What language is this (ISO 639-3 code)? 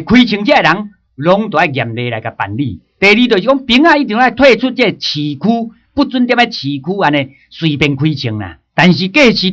nan